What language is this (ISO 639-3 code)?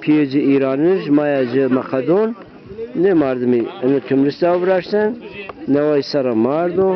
zza